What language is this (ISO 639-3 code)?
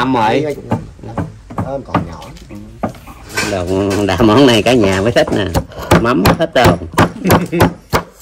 vie